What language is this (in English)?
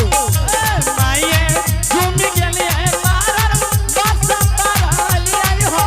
Angika